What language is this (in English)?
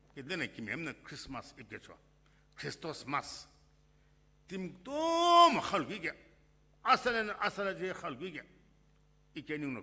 Sumi Naga